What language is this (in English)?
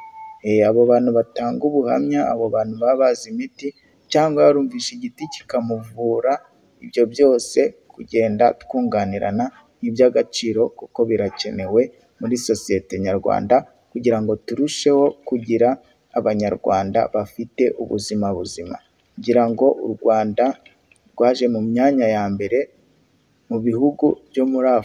Kinyarwanda